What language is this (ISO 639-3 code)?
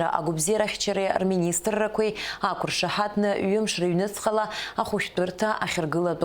abk